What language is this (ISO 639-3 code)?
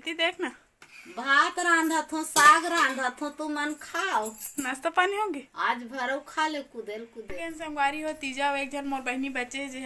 hne